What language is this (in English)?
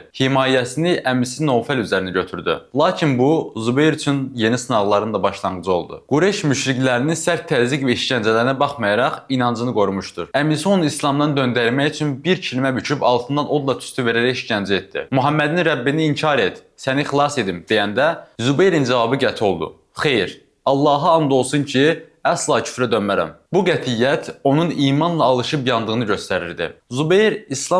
Azerbaijani